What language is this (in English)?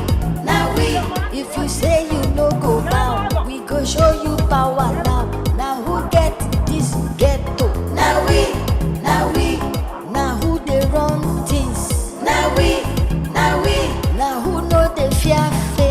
Nigerian Pidgin